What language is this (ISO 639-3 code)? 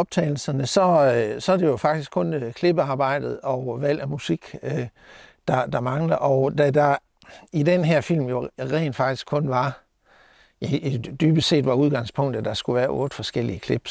dan